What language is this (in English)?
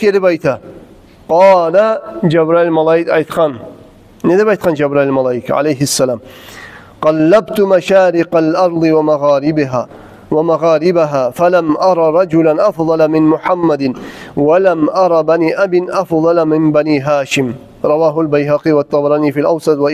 Kumyk